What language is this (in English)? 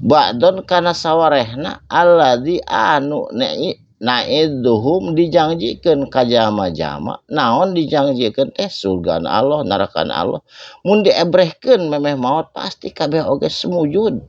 Sundanese